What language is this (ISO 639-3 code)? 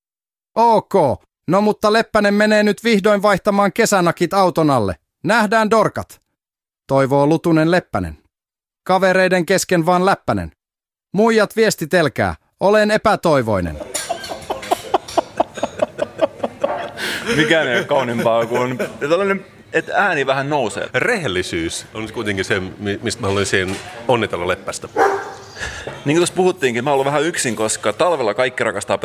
fin